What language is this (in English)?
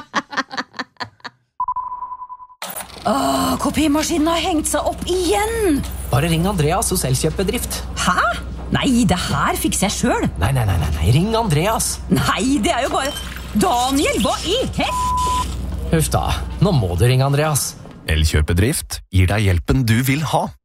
Norwegian